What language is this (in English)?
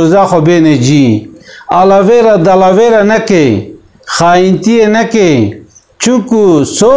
Kurdish